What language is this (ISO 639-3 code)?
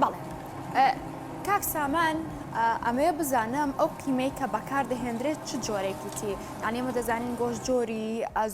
ckb